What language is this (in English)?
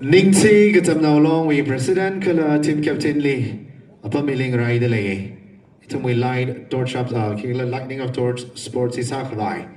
Tangkhul Naga (India)